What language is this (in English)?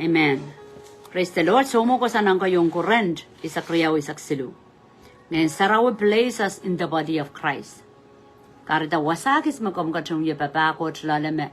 Pohnpeian